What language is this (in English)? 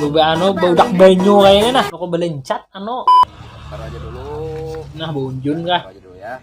Banjar